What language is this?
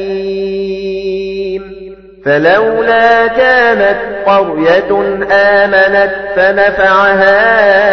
Arabic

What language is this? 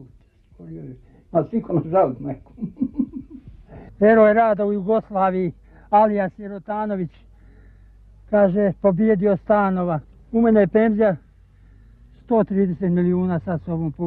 Bosnian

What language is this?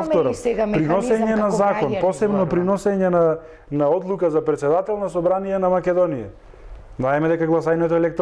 Macedonian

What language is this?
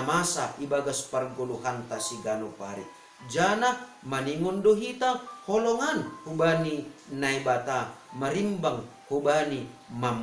Batak Simalungun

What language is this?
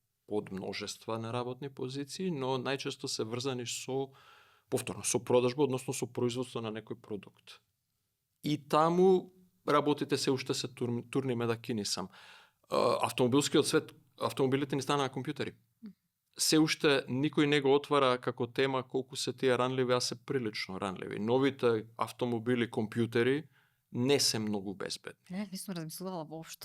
Macedonian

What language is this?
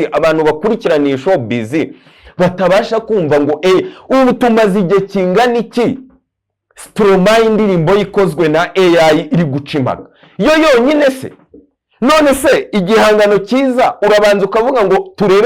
Kinyarwanda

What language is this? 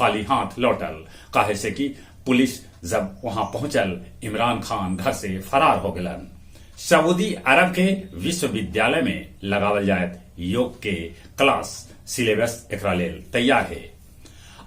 Magahi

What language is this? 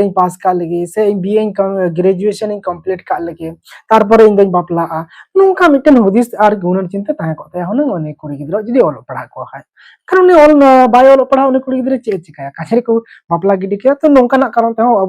Santali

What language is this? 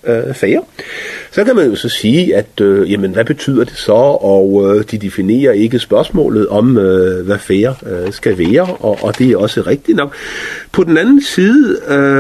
Danish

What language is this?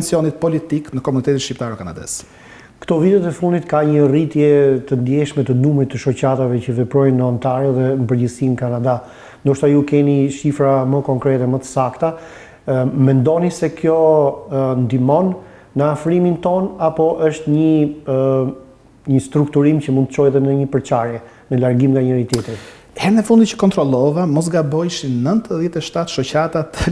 Albanian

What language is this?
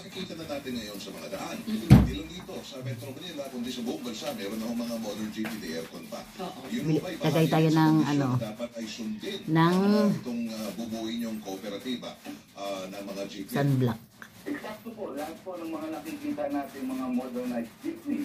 Filipino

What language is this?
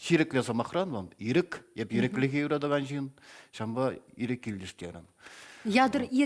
Chuvash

